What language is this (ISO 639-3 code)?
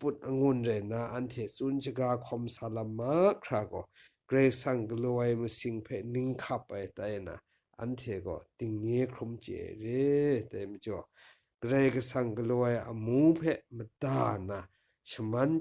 kac